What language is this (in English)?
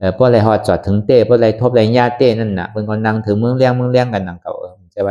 Shan